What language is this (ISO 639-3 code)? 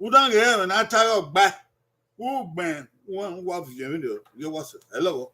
bin